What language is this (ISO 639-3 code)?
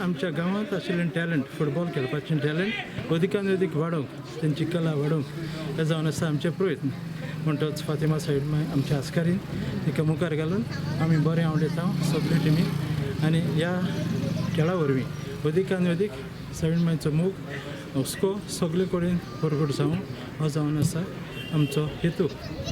kok